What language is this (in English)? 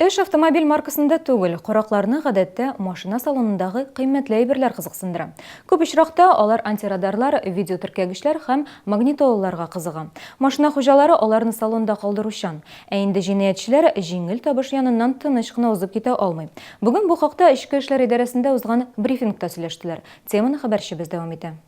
Tatar